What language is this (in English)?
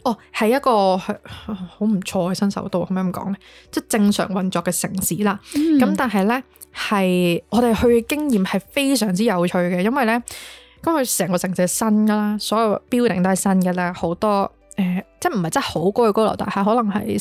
Cantonese